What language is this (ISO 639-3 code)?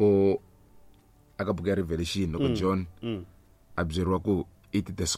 tso